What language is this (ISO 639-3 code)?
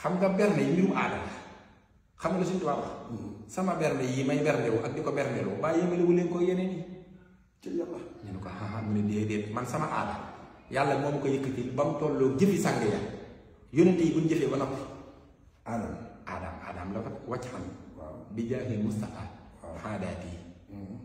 wol